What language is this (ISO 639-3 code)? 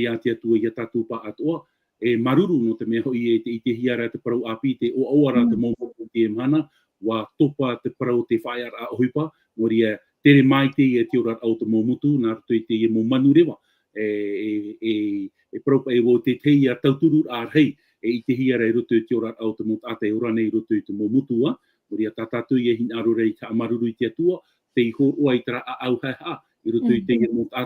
tah